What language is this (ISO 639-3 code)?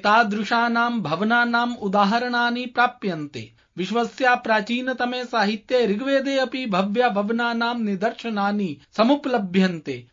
san